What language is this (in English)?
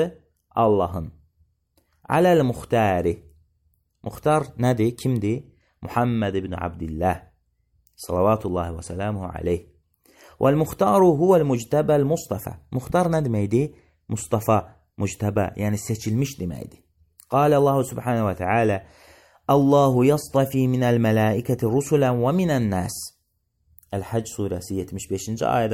Azerbaijani